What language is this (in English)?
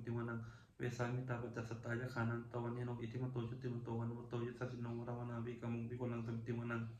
Pali